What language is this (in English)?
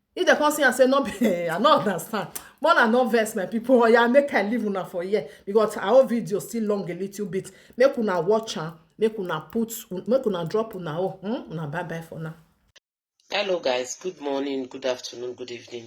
Nigerian Pidgin